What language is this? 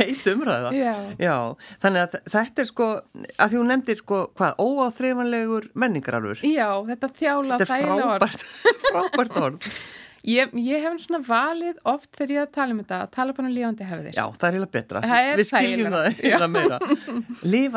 Icelandic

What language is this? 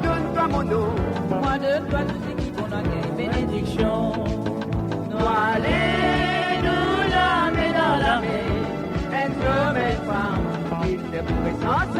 Morisyen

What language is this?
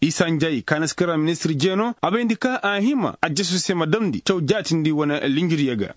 Koyraboro Senni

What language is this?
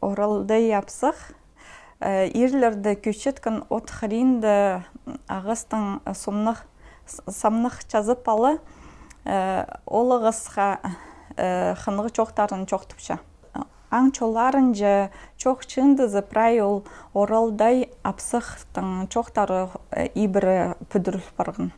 Khakas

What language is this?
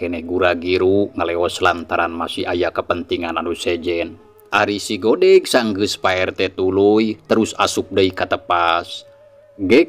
Sundanese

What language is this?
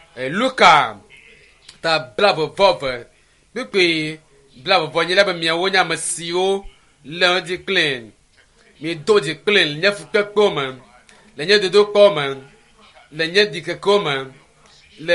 Ewe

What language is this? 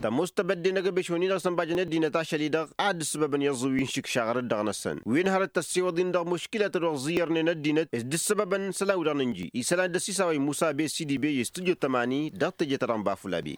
Tamasheq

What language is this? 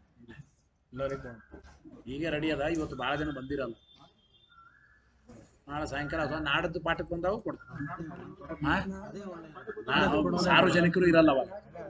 Kannada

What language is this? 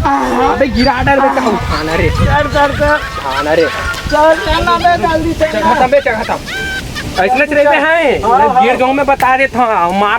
Chhattisgarhi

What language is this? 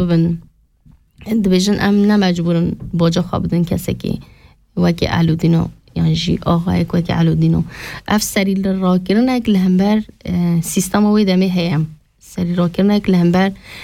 Kurdish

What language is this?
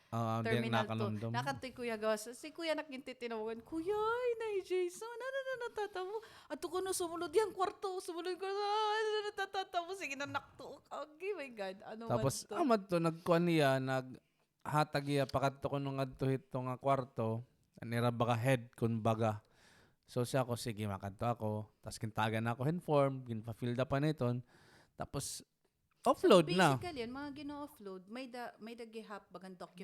Waray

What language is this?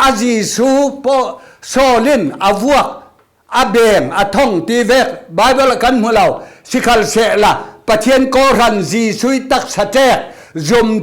Falam Chin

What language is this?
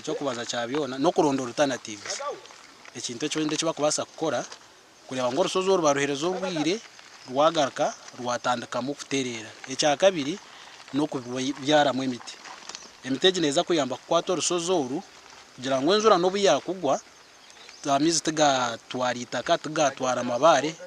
Nyankole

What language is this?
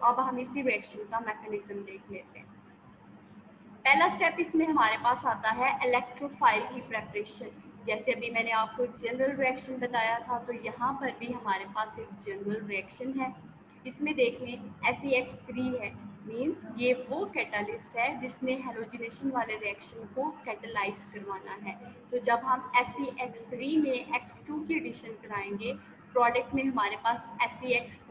Hindi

